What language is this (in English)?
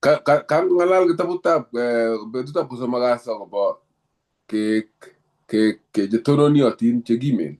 Kalenjin